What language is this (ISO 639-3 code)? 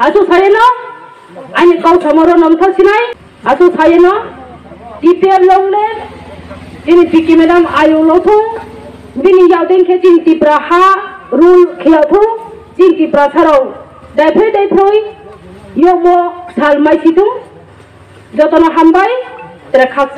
trp